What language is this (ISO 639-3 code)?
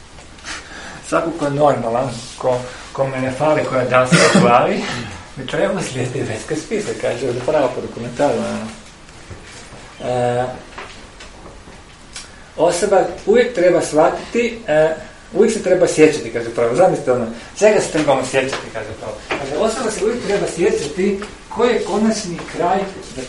hrv